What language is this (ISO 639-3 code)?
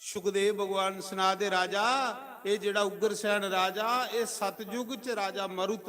doi